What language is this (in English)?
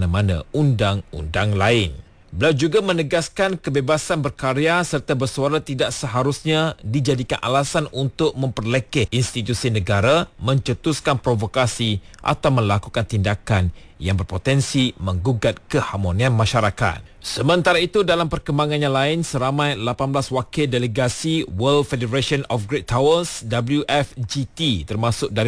Malay